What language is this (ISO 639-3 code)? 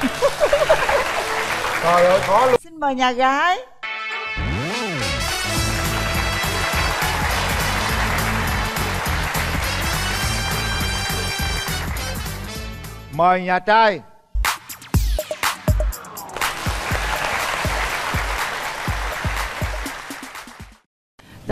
vie